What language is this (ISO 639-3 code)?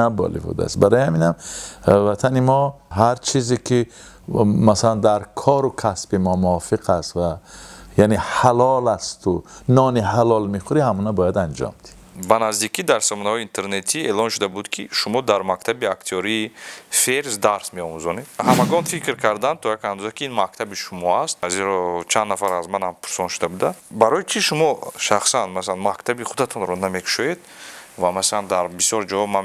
tgk